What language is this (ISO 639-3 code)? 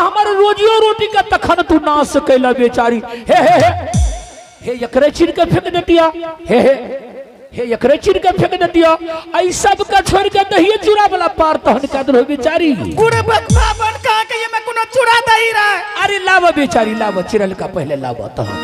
anp